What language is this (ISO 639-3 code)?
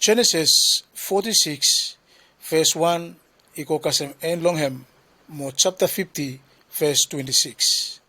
bis